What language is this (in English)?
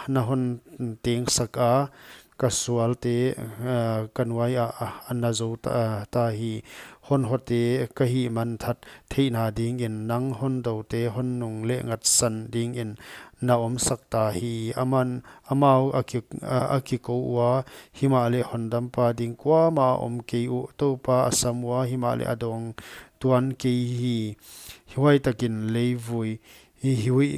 Paite Chin